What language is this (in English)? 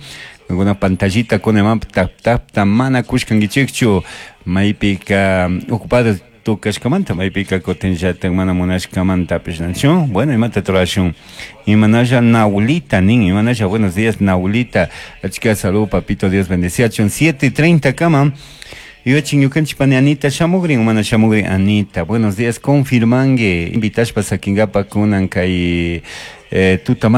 Chimborazo Highland Quichua